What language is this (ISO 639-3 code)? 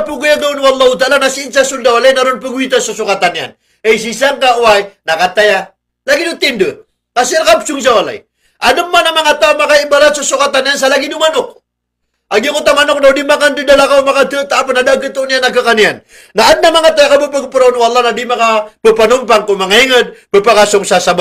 mrw